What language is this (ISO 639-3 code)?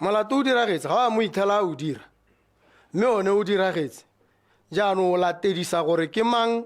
tsn